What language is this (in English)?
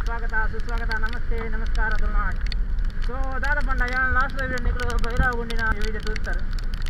Tulu